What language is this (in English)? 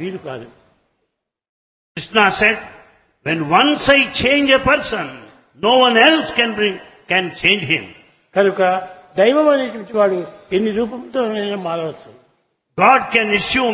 Telugu